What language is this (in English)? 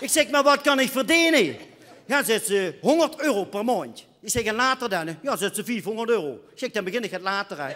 Limburgish